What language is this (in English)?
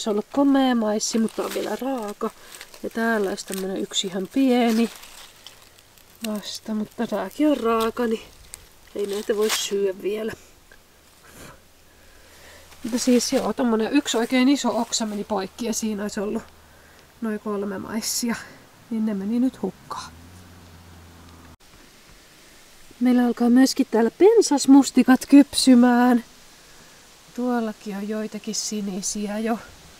Finnish